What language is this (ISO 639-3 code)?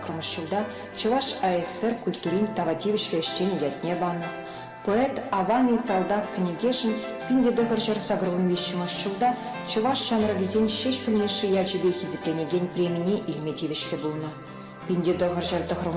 chv